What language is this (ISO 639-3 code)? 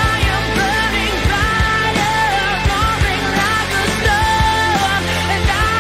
eng